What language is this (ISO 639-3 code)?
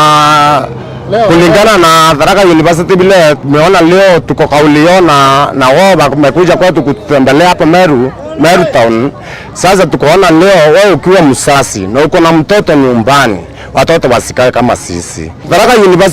mer